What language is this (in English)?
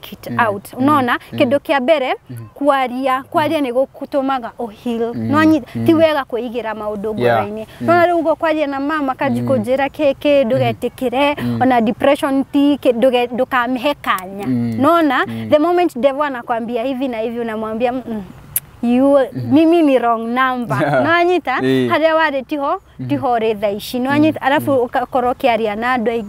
Kikuyu